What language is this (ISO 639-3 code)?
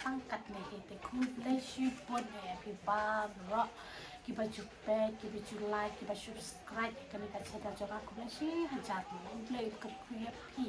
kha